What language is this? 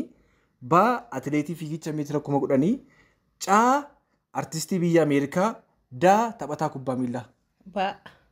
Oromo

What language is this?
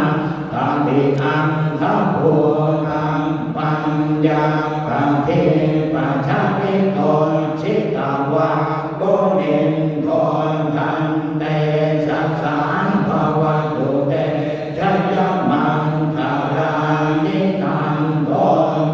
Pali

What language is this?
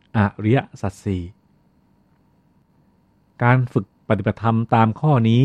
Thai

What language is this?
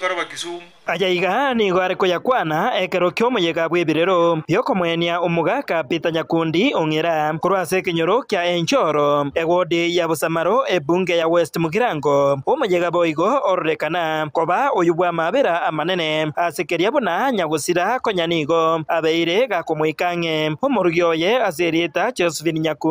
Gusii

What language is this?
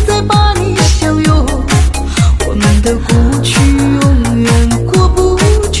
Chinese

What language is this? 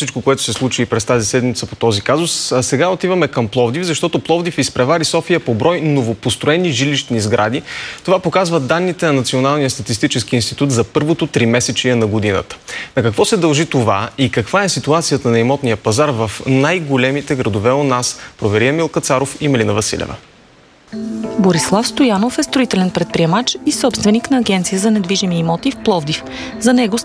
Bulgarian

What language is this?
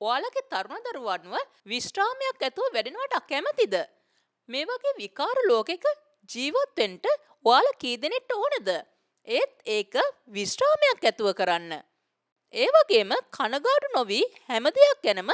Sinhala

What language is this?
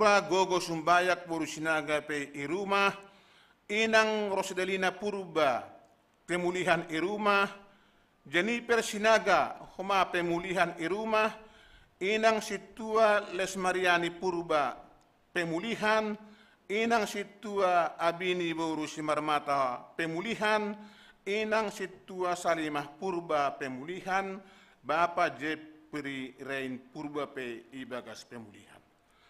Batak Simalungun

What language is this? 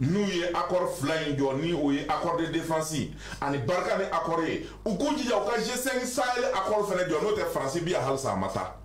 Bambara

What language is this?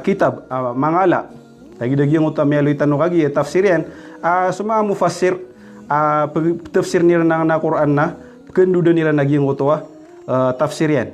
Maranao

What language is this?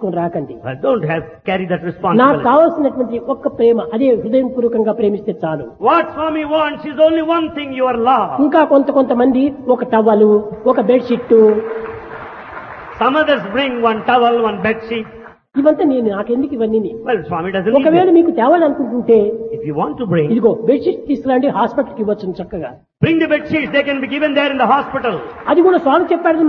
Telugu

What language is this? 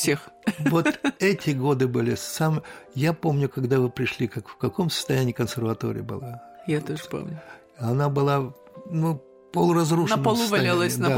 Russian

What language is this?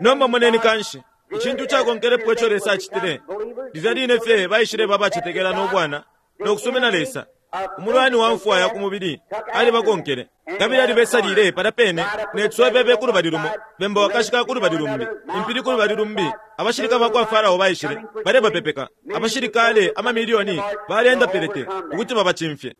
Bemba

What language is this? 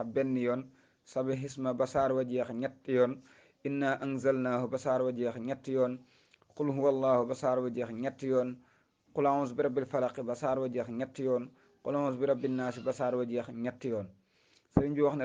Wolof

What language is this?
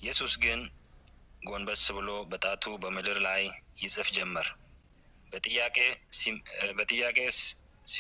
Amharic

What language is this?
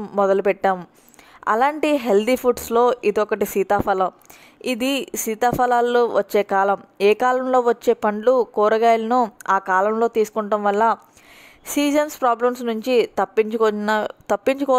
Telugu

